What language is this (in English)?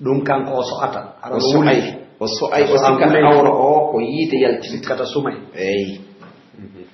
Pular